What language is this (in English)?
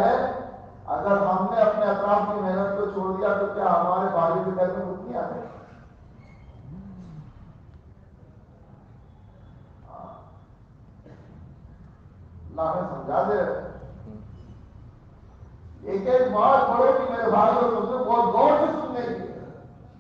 Urdu